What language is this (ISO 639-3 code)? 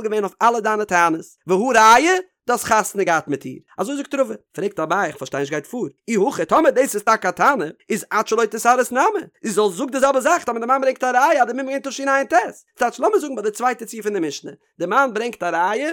yid